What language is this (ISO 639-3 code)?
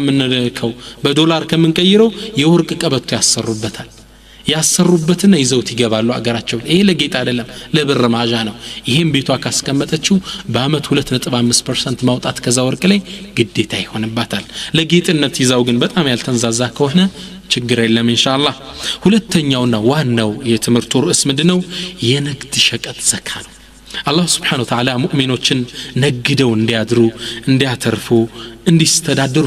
amh